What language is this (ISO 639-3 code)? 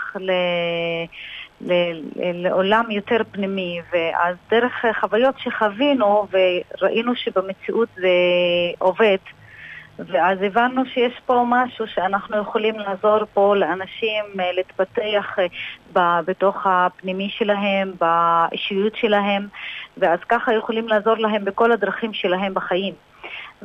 heb